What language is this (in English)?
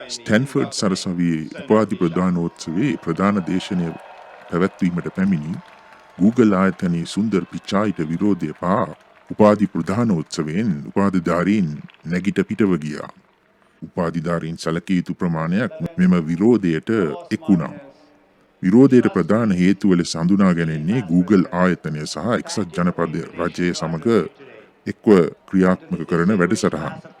Sinhala